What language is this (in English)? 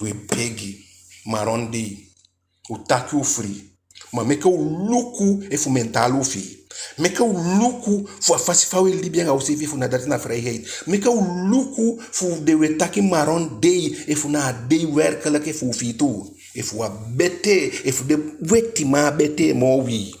Eastern Maroon Creole